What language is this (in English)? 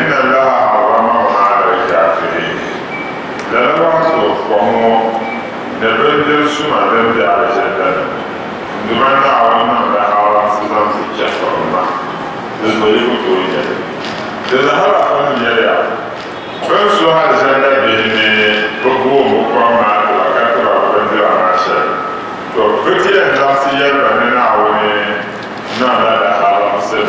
Dagbani